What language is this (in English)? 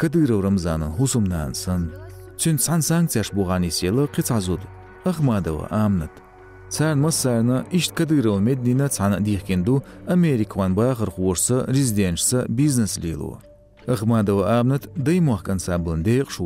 Chechen